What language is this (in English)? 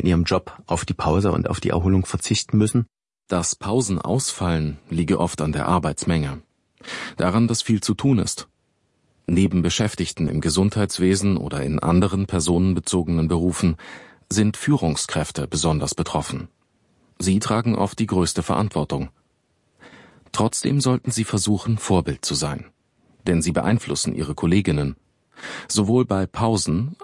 German